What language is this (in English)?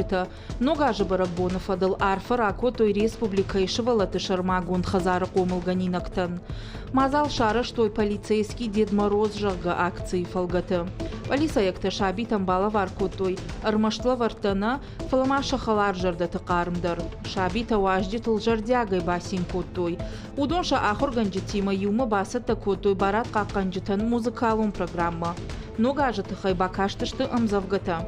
Ossetic